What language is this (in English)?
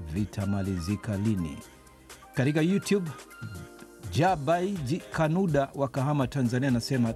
Swahili